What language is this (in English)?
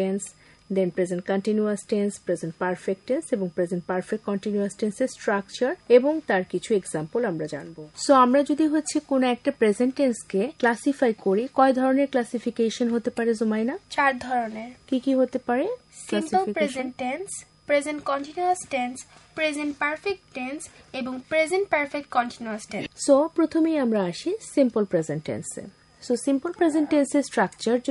Bangla